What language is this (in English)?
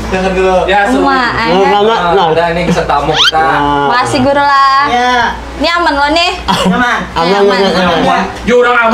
Banjar